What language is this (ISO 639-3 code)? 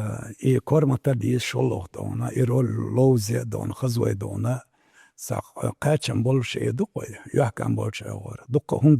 che